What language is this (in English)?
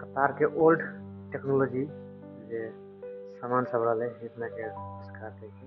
Maithili